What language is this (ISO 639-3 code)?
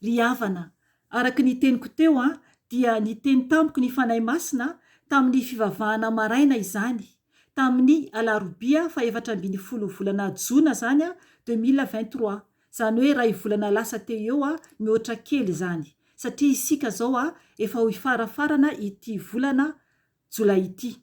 mlg